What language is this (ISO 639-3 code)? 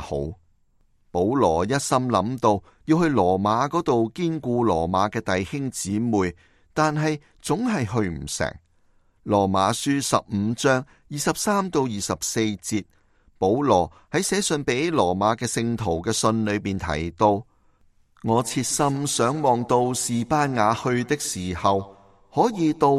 yue